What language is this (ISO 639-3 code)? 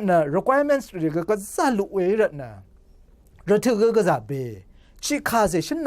raw